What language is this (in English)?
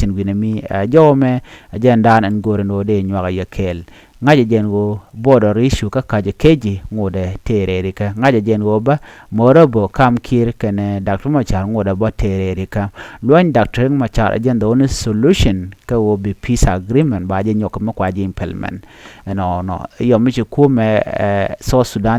Nuer